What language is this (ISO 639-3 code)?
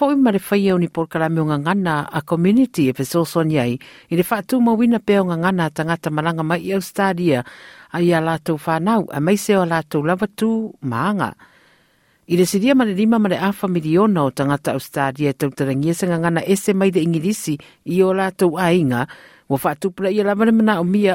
smo